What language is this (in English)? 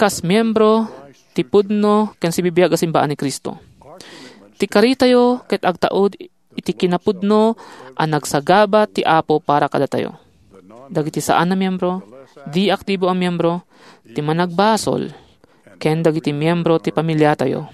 Iloko